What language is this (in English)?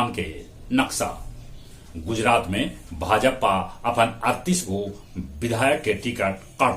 Magahi